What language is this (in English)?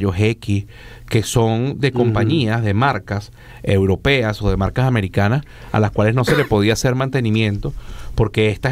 Spanish